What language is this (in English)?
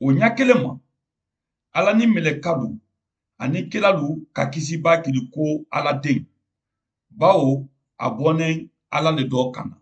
Mandingo